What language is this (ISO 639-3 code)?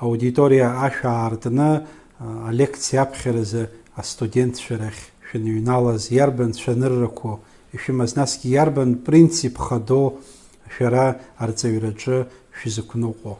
abk